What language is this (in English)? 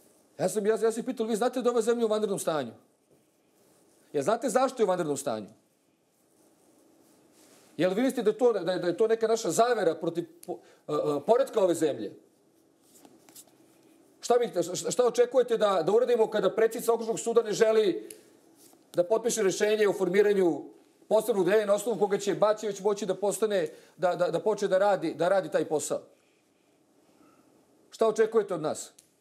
Serbian